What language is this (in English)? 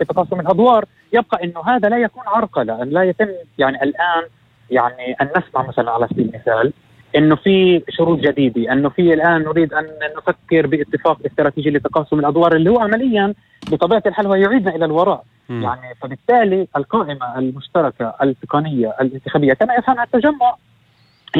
North Levantine Arabic